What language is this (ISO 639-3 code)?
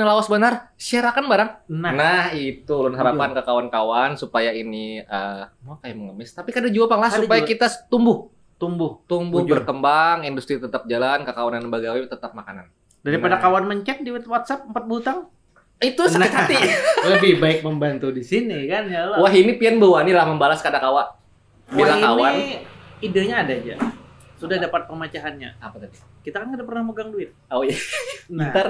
bjn